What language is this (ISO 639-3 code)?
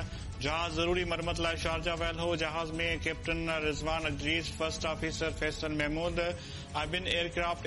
snd